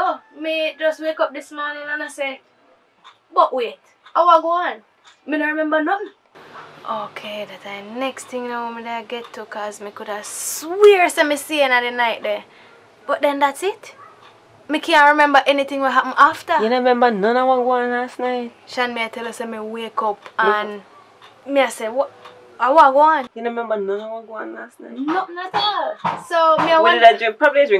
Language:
Jamaican Creole English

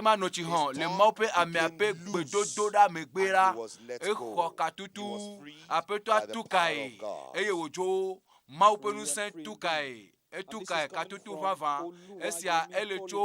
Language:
Ewe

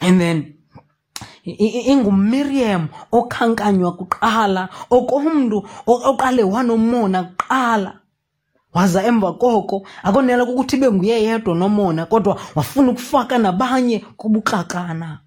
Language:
Xhosa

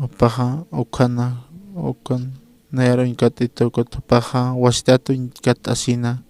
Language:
Aymara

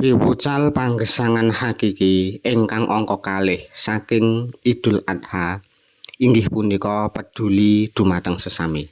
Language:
Javanese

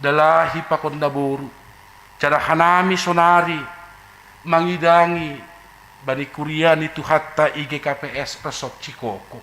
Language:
Batak Simalungun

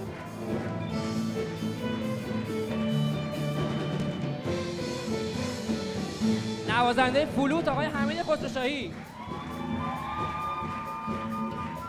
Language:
Persian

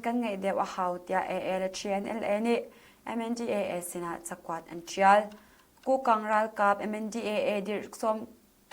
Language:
Hakha Chin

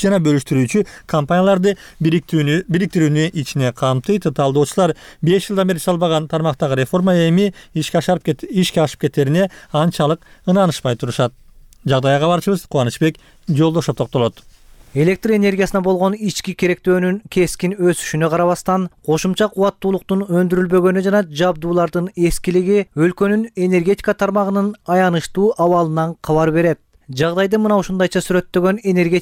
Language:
Kyrgyz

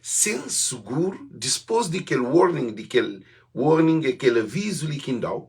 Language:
Kabuverdianu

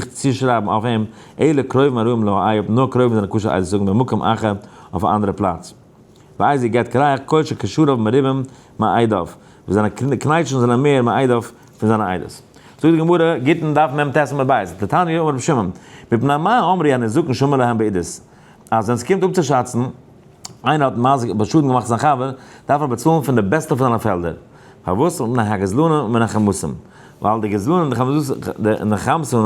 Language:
Yiddish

